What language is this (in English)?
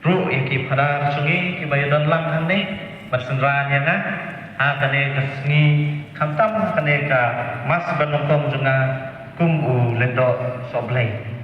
Khasi